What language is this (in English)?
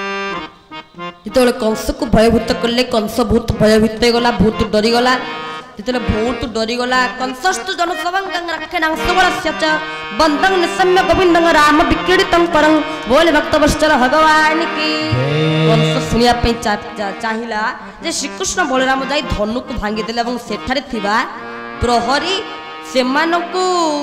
Odia